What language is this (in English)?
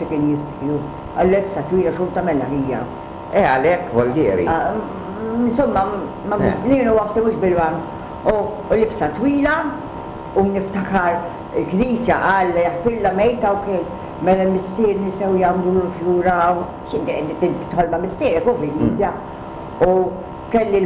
Maltese